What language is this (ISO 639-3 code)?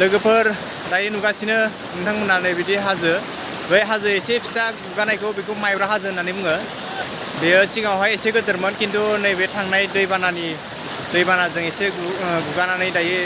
brx